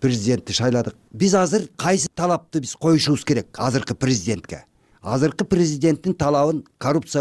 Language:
Kyrgyz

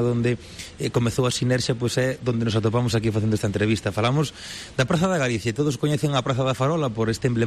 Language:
Galician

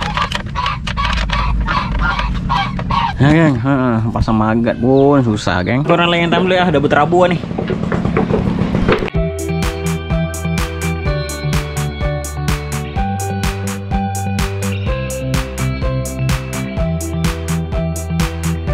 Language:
Malay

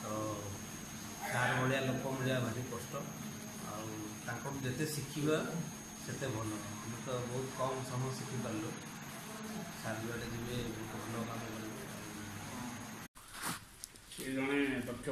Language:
Odia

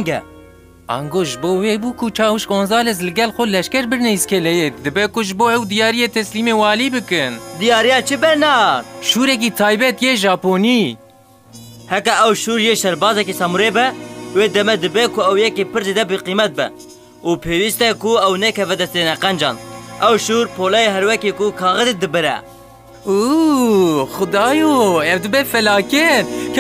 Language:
Kurdish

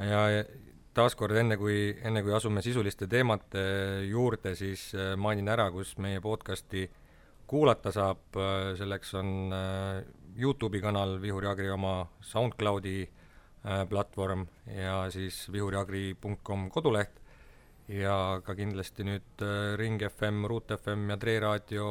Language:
Estonian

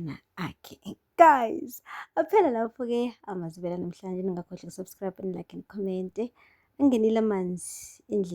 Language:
Zulu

